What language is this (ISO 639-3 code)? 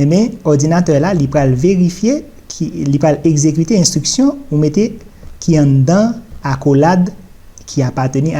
hat